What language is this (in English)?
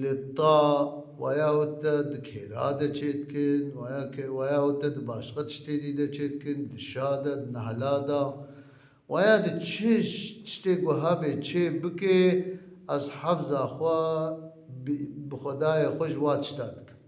Kurdish